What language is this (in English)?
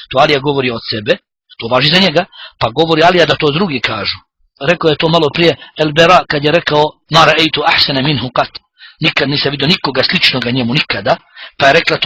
Bosnian